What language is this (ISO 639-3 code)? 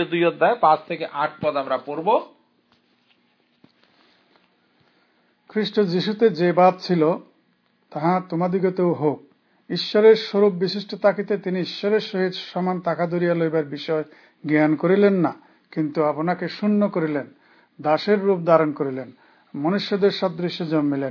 ben